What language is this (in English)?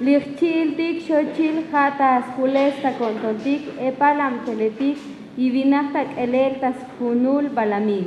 Tzotzil